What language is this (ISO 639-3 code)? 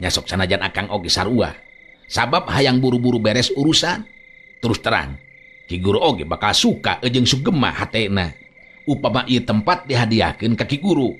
sun